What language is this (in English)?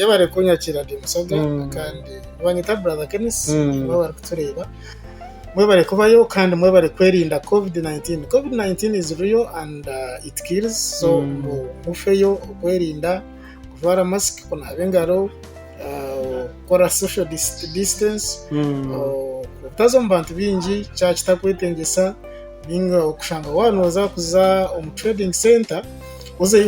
Nyankole